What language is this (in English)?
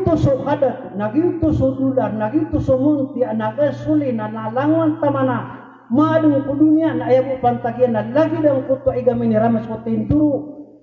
Maranao